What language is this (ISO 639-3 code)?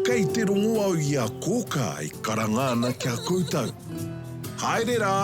mri